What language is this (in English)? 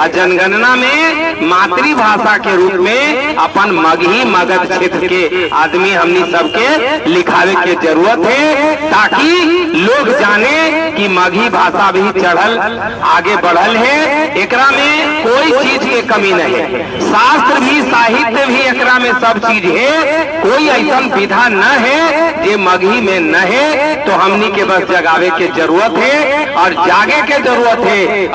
Magahi